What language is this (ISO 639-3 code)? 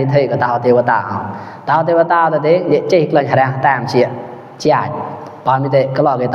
mnw